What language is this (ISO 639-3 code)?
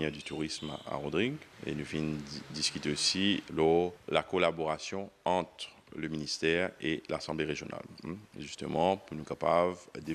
mfe